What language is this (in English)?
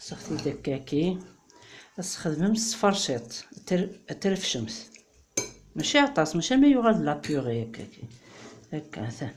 Kabyle